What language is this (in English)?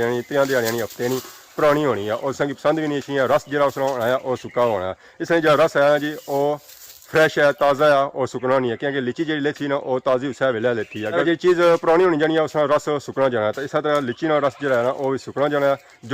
Pahari-Potwari